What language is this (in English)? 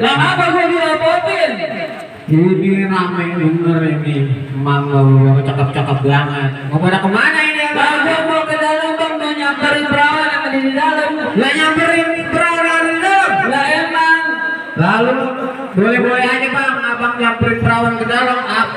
Betawi